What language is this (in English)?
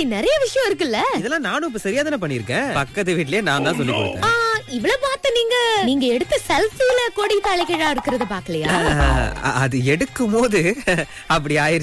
Tamil